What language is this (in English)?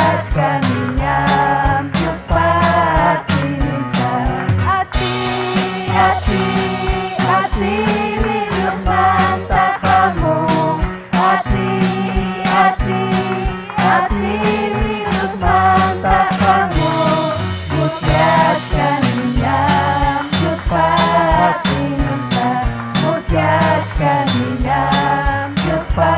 Ayacucho Quechua